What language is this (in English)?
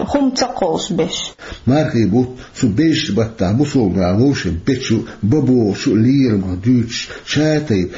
Chechen